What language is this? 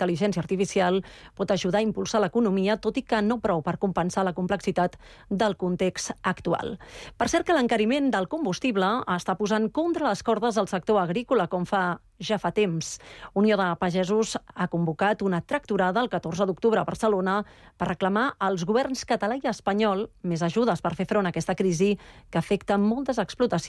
Catalan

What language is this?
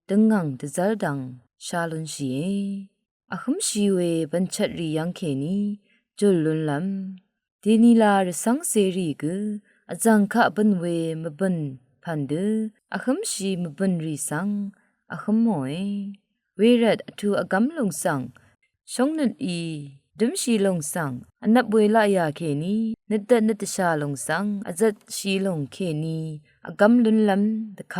Rawang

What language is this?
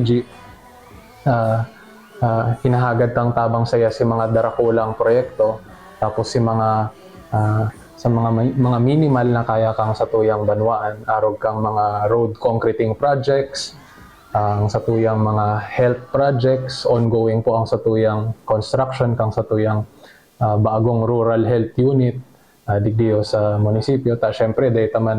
Bikol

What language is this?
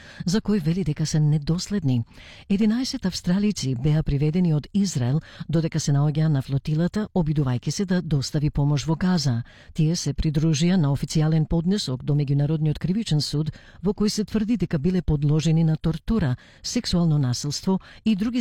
Macedonian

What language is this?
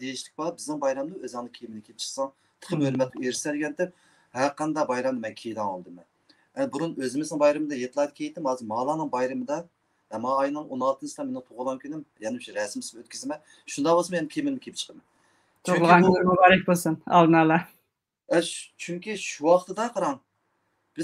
Uyghur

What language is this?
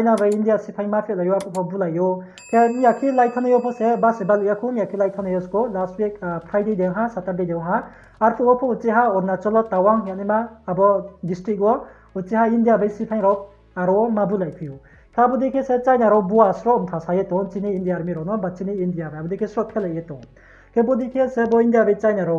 Riang (India)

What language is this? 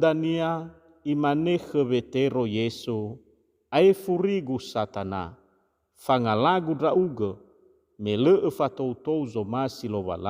Nias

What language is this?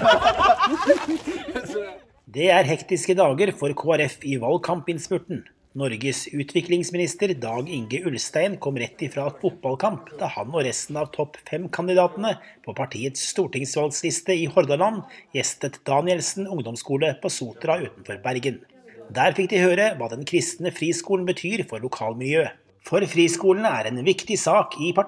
Norwegian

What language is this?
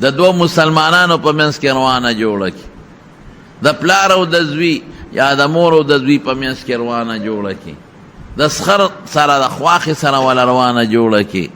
Pashto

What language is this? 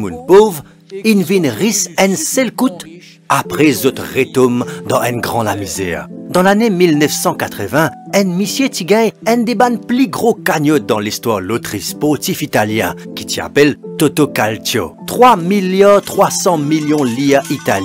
Morisyen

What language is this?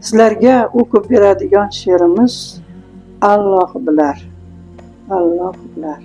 Uzbek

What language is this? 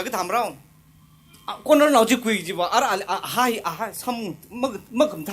Tangkhul Naga (India)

